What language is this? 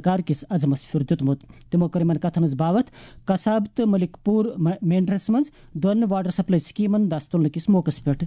Kashmiri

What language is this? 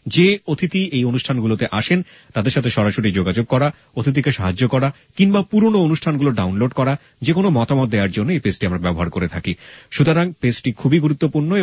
Bangla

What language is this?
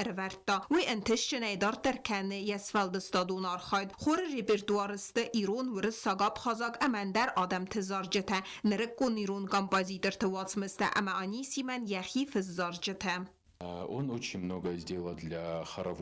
Ossetic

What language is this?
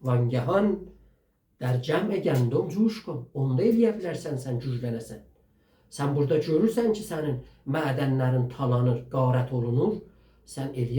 South Azerbaijani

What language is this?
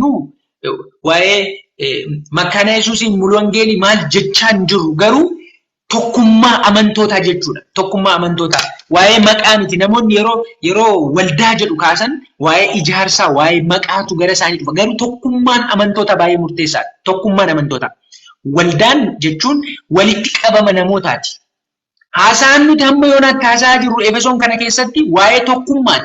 Oromo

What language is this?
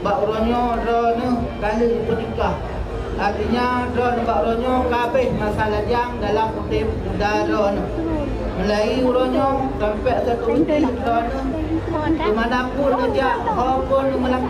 Achinese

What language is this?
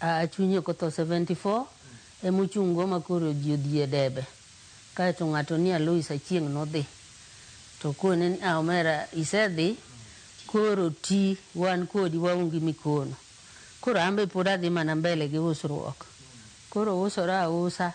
Luo (Kenya and Tanzania)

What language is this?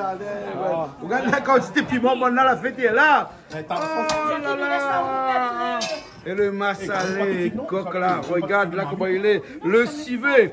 Réunion Creole French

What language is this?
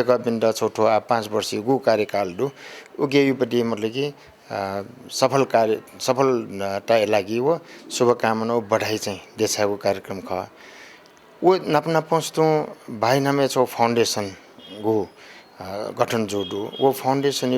Newari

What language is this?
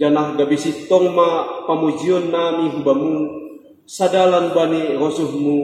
Batak Simalungun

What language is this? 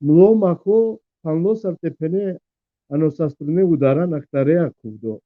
Balkan Romani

